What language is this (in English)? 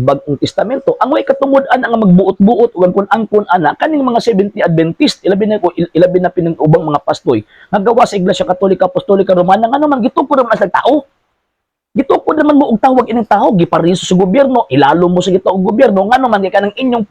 Cebuano